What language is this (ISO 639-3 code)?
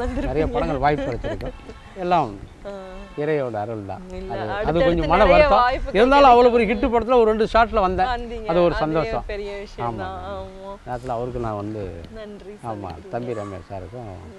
tam